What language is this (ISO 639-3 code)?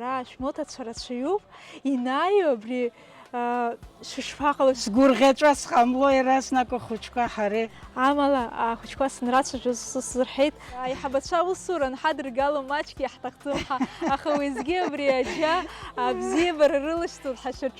abk